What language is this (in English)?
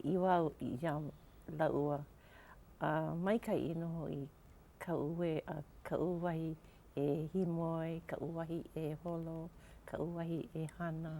Hawaiian